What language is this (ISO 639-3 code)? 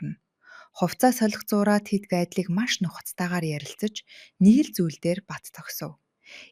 mon